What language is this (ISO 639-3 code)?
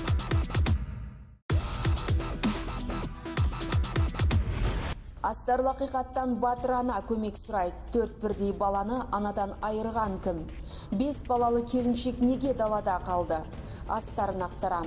kaz